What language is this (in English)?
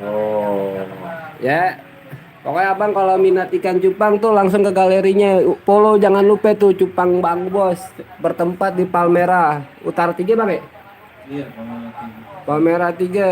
Betawi